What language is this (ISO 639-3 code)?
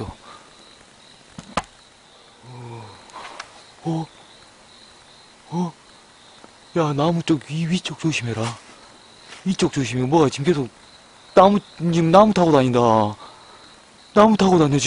kor